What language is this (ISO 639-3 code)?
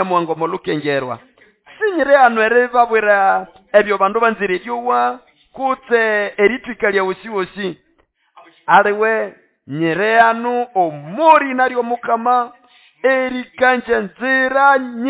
nnb